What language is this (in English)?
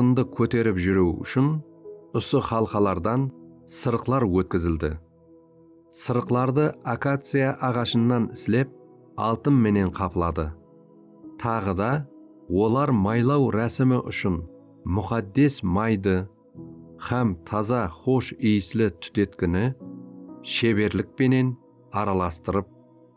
Kara-Kalpak